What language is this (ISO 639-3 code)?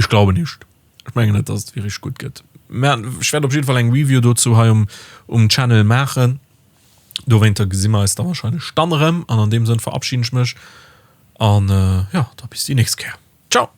ltz